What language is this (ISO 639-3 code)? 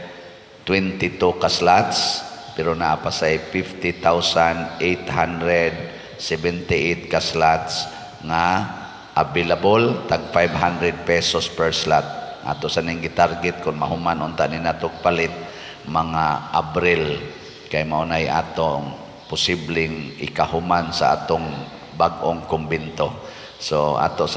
ceb